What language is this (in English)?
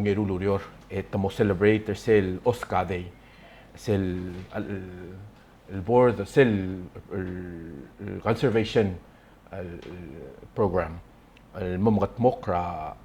Palauan